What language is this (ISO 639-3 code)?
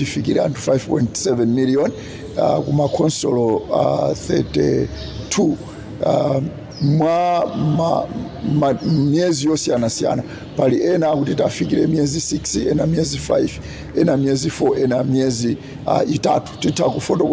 nya